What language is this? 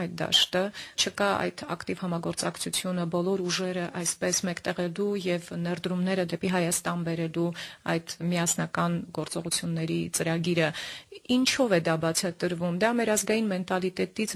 Armenian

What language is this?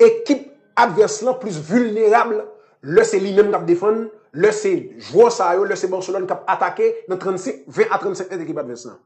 Haitian Creole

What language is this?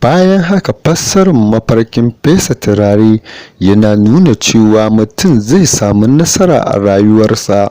Hausa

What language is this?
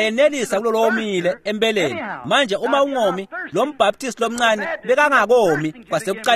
Swati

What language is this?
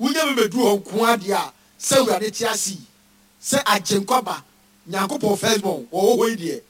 Akan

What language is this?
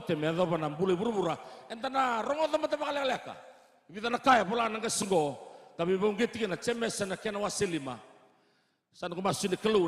Fijian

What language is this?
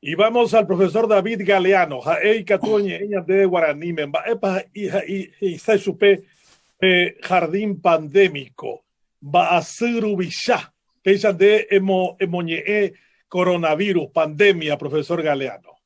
Guarani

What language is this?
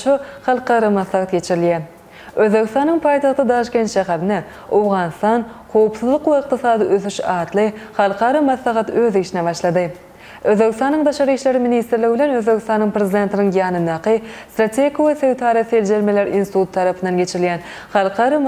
Turkmen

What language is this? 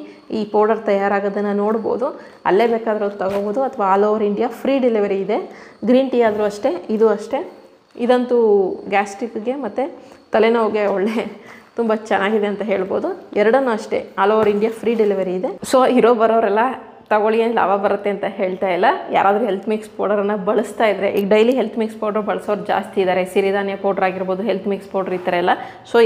Kannada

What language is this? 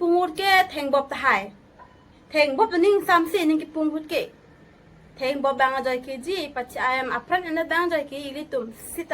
Karbi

